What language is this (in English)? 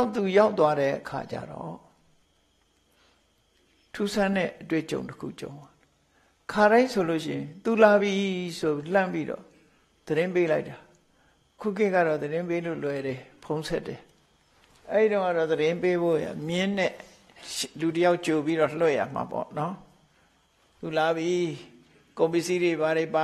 Burmese